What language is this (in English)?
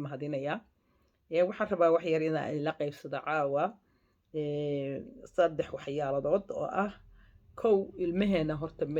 Somali